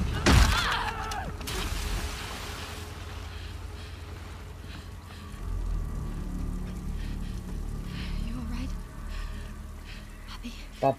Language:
Finnish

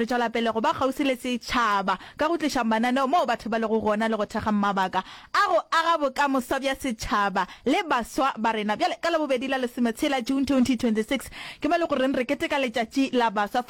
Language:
Northern Sotho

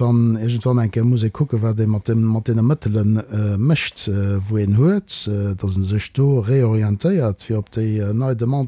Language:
Luxembourgish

